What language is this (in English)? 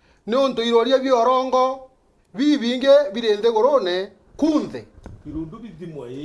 Meru